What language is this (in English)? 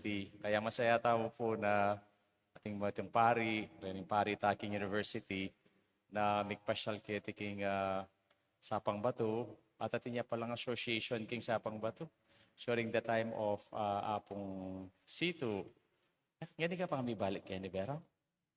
Pampanga